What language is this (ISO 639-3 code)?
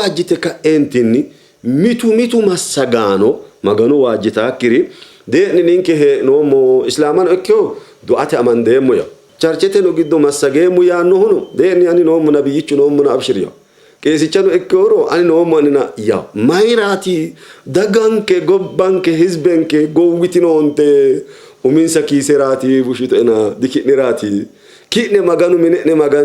sid